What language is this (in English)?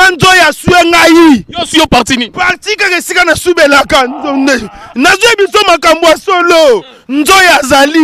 Lingala